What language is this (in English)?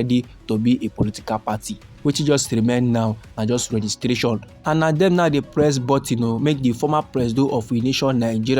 Nigerian Pidgin